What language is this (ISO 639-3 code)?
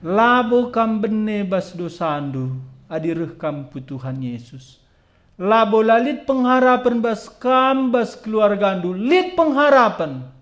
btx